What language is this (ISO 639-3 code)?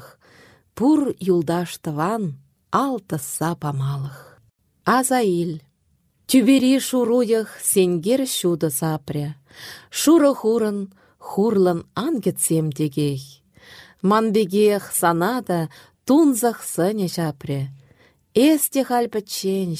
chv